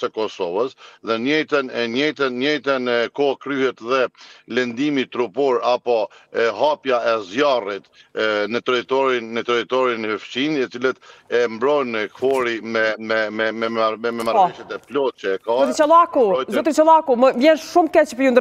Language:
Albanian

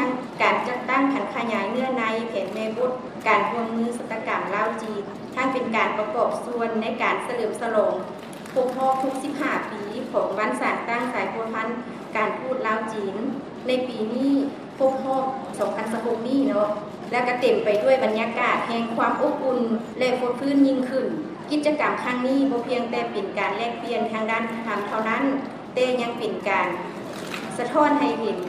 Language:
Lao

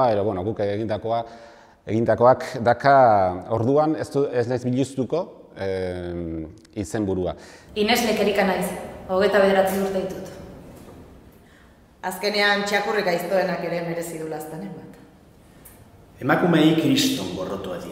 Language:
Basque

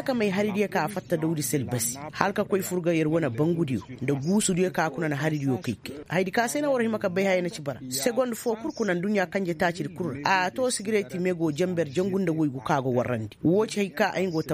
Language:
Koyraboro Senni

